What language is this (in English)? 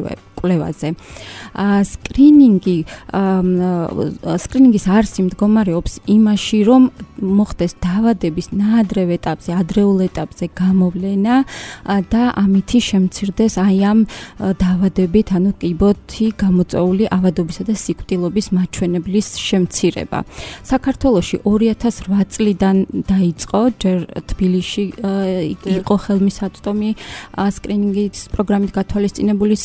Georgian